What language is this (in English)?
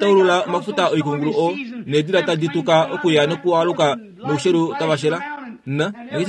Kuanyama